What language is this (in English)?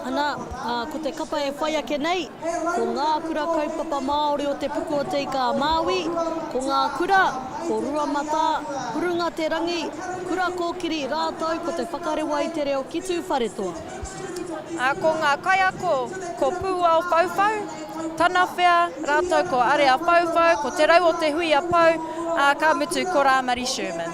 Māori